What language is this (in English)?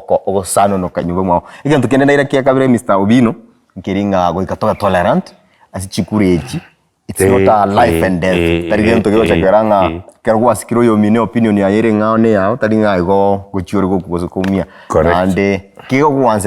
Gusii